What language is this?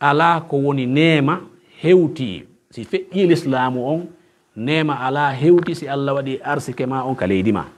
Pular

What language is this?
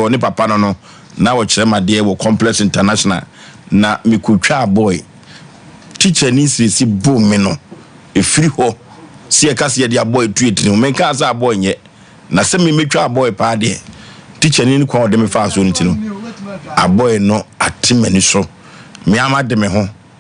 Akan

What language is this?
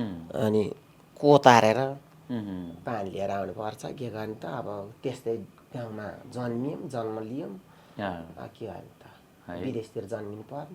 Nepali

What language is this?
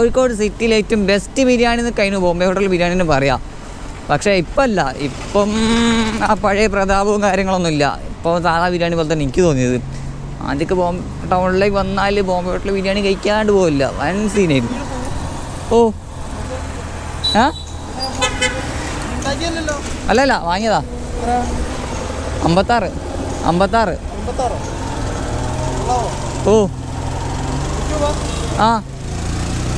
Malayalam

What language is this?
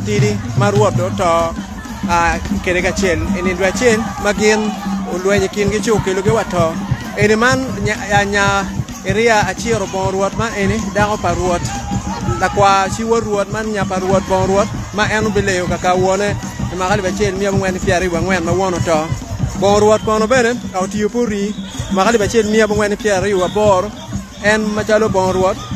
Acoli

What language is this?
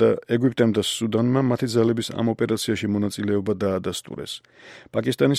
Georgian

